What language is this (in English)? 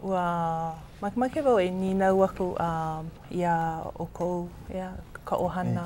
Hawaiian